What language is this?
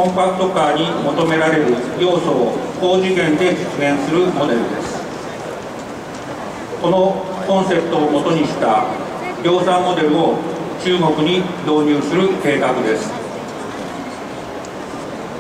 Japanese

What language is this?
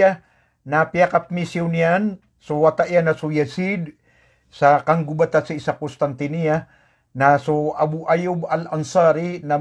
Maranao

